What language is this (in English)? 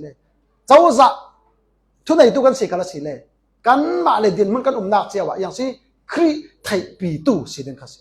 Falam Chin